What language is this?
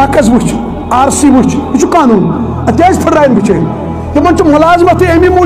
Kashmiri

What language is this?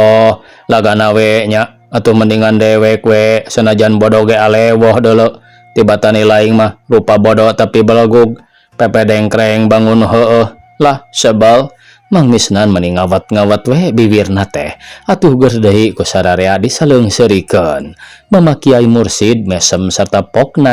Sundanese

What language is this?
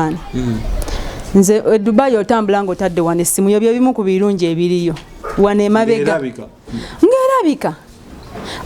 Ganda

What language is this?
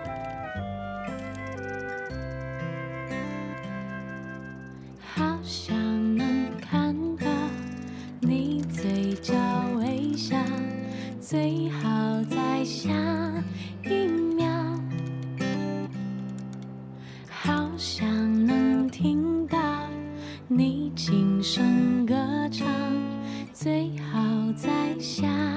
Chinese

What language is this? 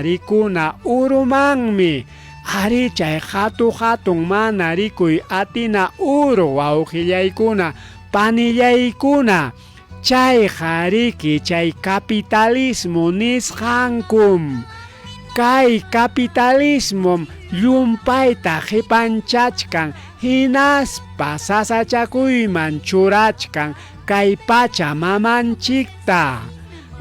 Ayacucho Quechua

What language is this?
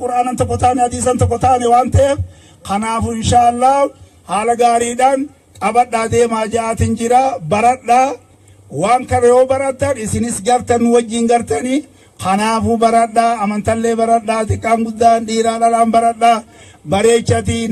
Oromo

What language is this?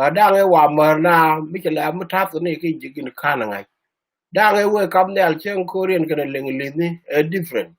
Nuer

